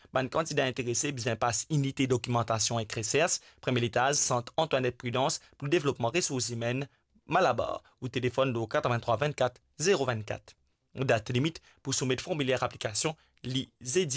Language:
Morisyen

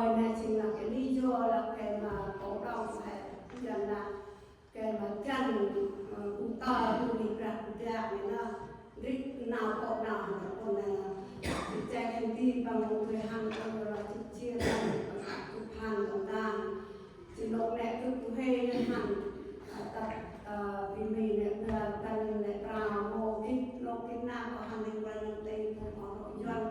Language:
Central Mnong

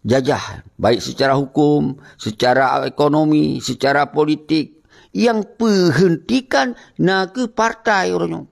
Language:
Achinese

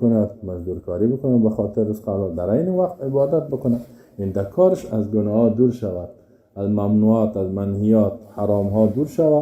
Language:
Tajik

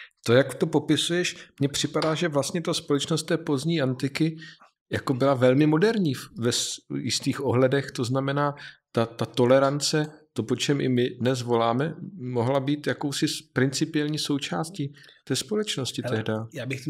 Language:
Czech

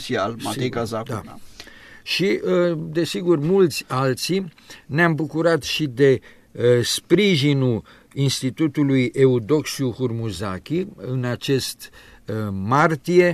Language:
Romanian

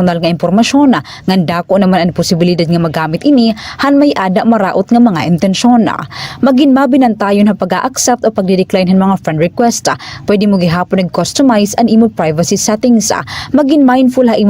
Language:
Waray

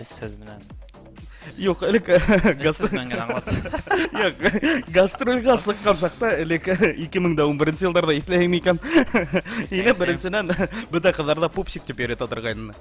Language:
Bashkir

